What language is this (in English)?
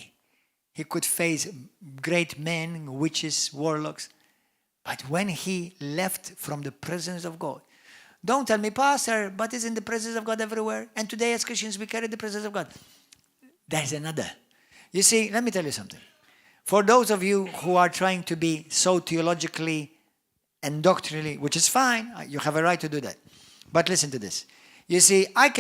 English